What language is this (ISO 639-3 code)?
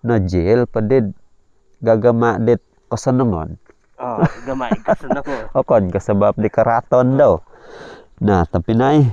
dtp